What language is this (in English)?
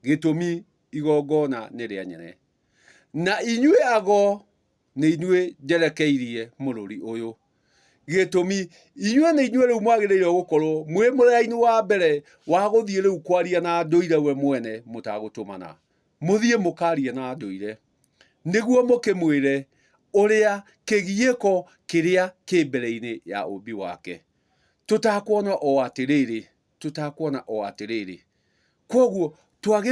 Kikuyu